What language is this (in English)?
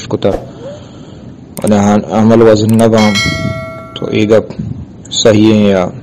Eastern Balochi